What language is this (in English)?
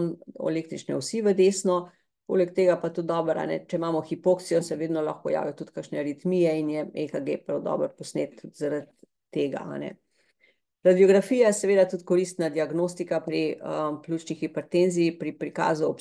Slovenian